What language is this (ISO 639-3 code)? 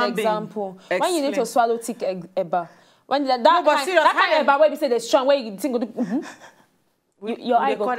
pcm